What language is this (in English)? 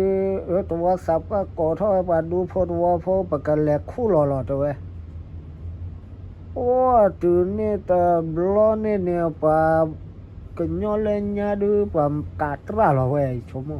S'gaw Karen